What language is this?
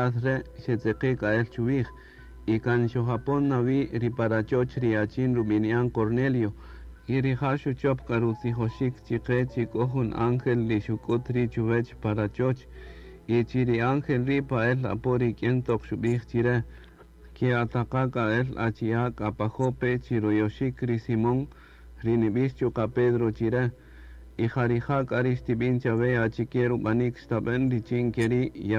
Kaqchikel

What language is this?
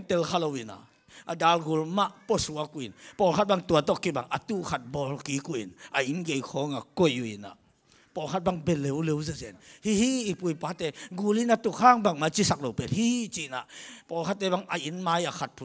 Tedim Chin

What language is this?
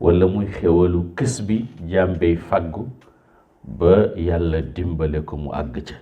Wolof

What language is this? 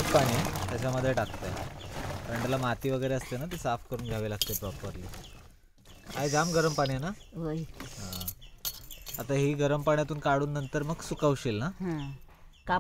Marathi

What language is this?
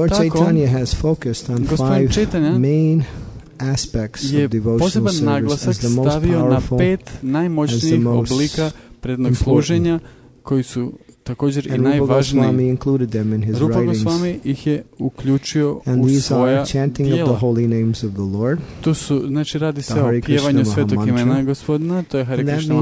Croatian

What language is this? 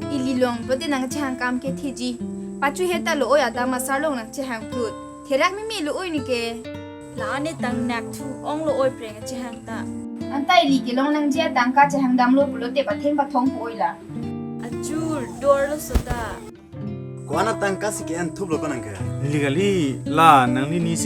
Karbi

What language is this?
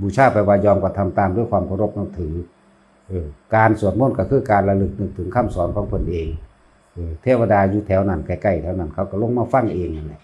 Northeastern Thai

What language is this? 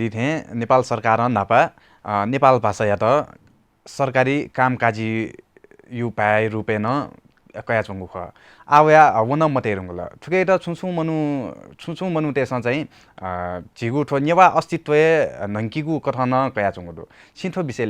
Newari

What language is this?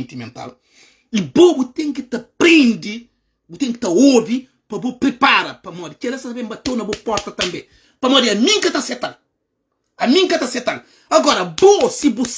Kabuverdianu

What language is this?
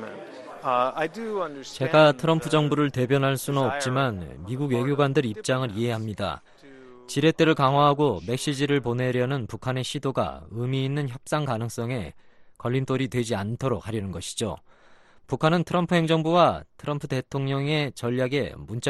Korean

